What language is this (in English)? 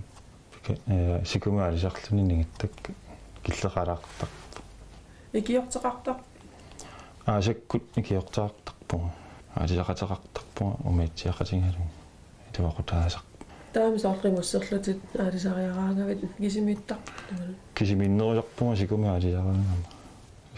Kalaallisut